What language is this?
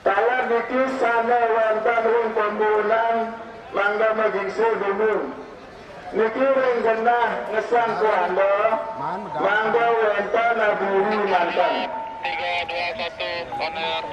Balinese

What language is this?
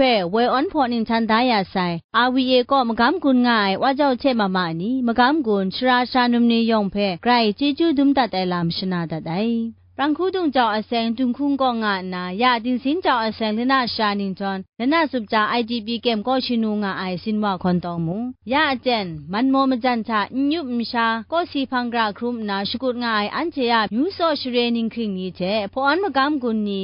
Kachin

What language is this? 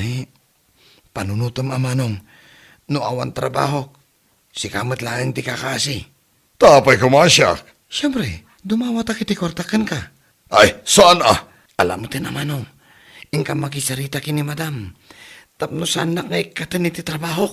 Iloko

